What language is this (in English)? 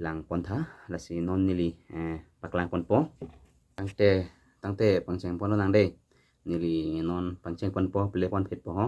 Karbi